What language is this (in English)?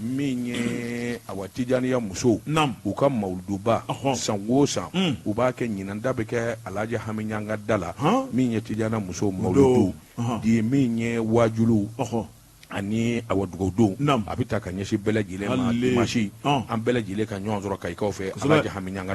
Bambara